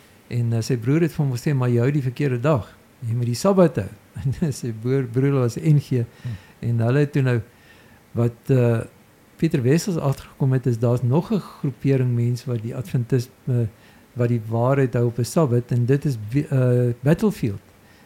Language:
Afrikaans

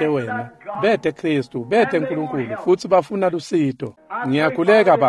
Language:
Swati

